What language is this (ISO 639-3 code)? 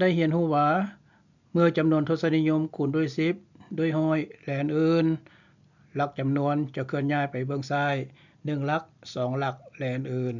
lao